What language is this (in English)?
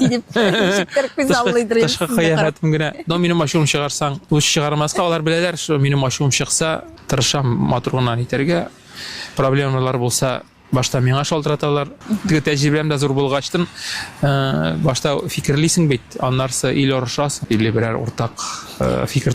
Tatar